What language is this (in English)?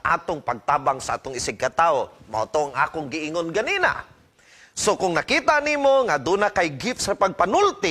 Cebuano